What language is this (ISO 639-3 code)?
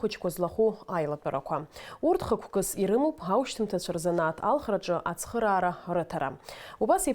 abk